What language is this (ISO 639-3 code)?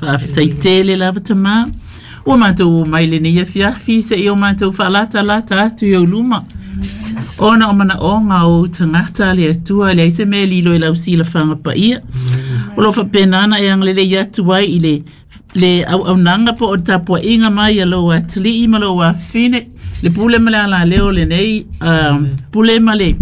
smo